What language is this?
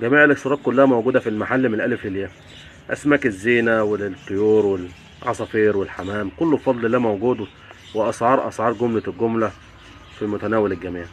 Egyptian Arabic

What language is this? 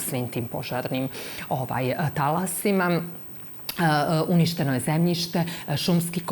Bosnian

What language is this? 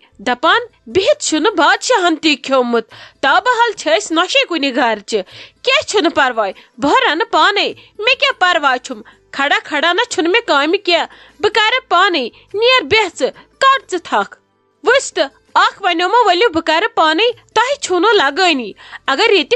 Kashmiri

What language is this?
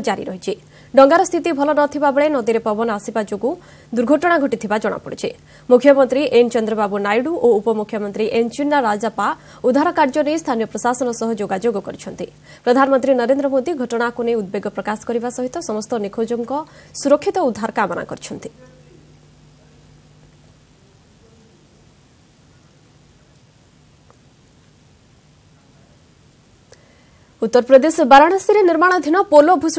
Odia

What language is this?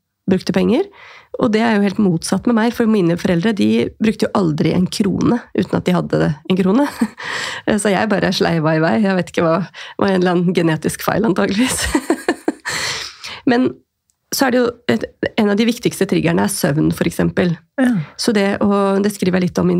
Norwegian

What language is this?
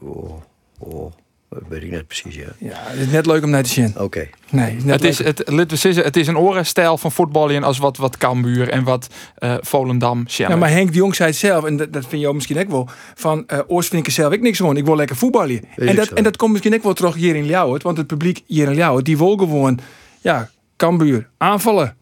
Western Frisian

